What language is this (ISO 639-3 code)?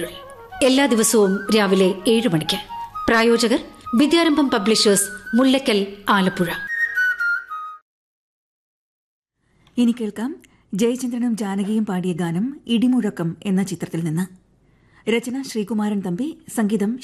mal